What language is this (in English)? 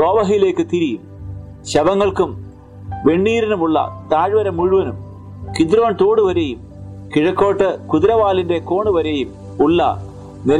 Malayalam